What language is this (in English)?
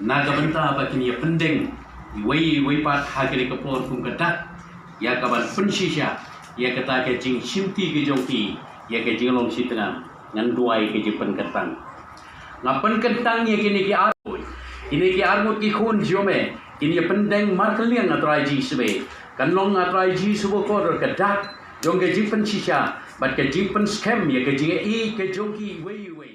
Khasi